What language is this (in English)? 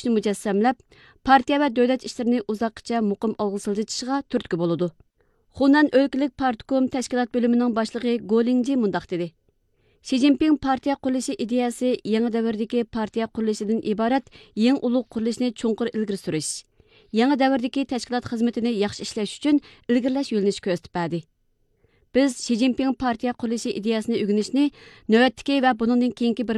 Uyghur